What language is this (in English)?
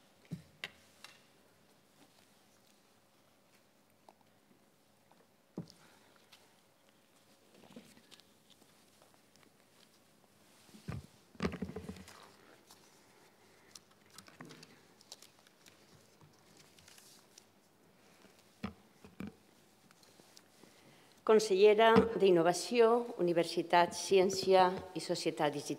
Catalan